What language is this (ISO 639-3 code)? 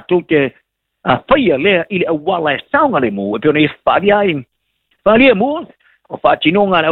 smo